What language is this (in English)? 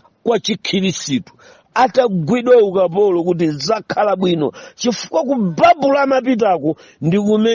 Nyanja